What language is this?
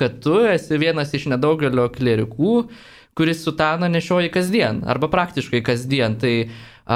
Lithuanian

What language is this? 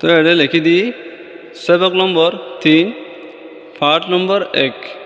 Rohingya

